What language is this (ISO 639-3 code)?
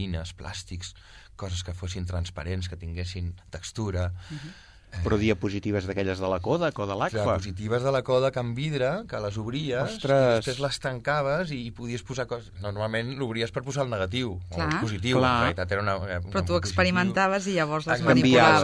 cat